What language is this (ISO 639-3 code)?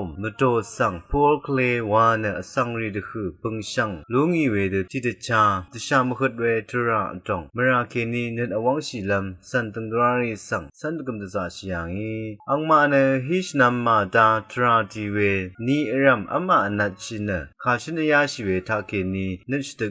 raw